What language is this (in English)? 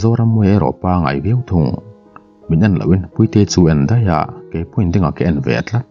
Mizo